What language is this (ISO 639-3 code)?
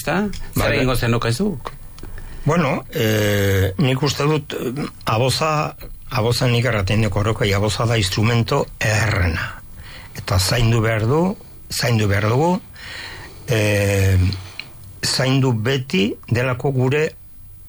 eus